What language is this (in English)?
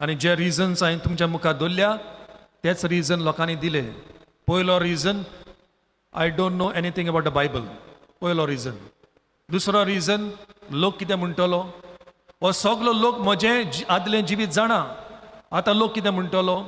Konkani